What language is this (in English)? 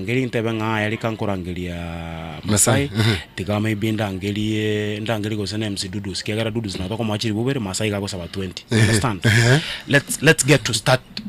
Gusii